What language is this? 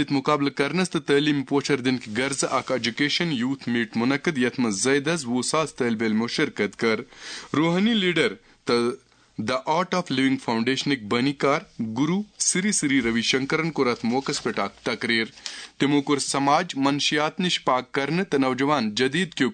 Kashmiri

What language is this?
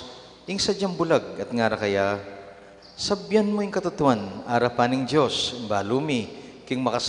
Pampanga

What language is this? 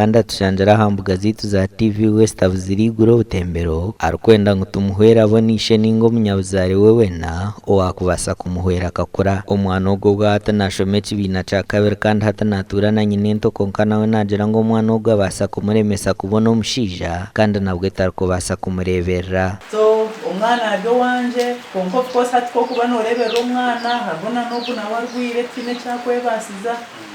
Nyankole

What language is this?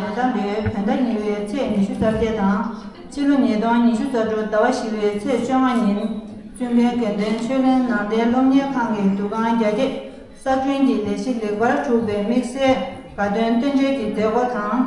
Tibetan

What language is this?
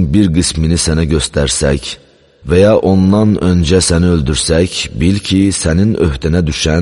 Azerbaijani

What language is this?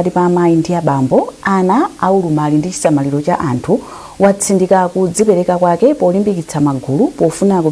Nyanja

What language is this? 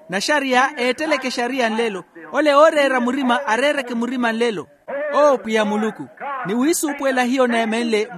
Makhuwa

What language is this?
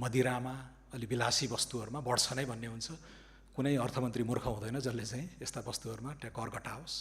Nepali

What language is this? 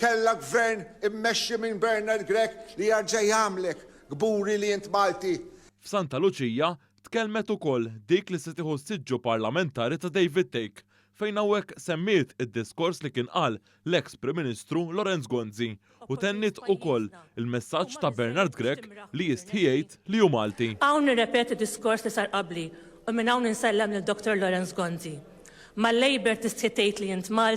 Maltese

